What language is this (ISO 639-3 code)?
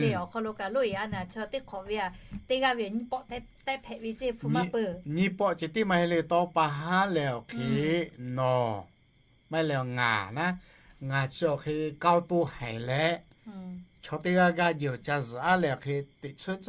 lhu